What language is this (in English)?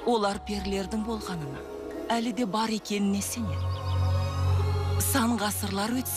Kazakh